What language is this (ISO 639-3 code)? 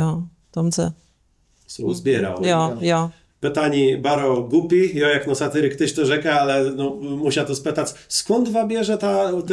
csb